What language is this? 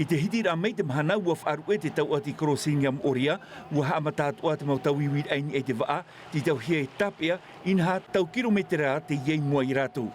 Tahitian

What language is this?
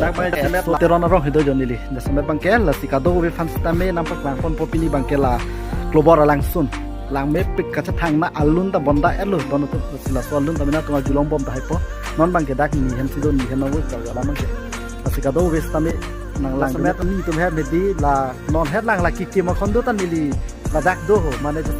Karbi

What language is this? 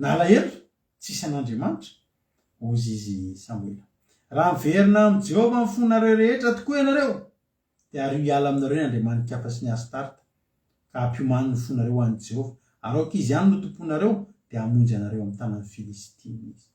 Malagasy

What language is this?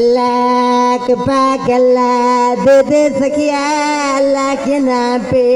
Saraiki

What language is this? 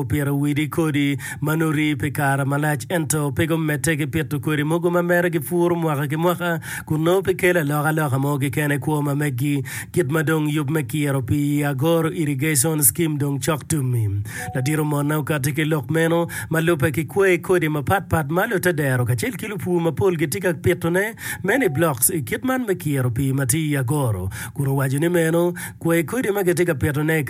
Acoli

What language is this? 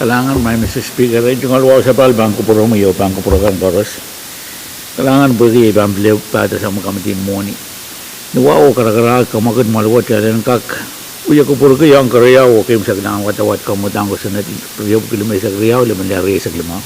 Pohnpeian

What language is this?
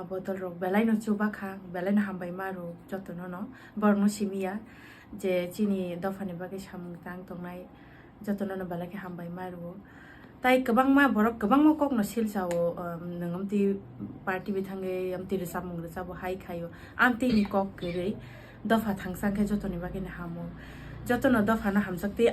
Kok Borok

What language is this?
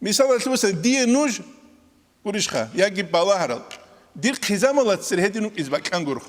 Avaric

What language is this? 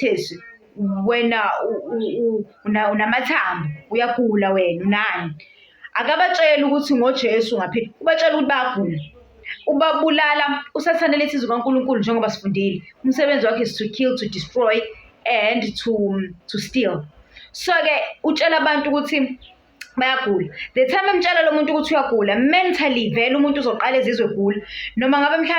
Zulu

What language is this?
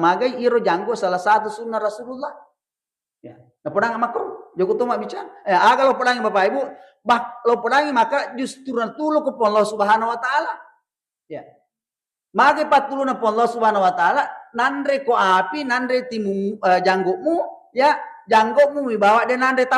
Buginese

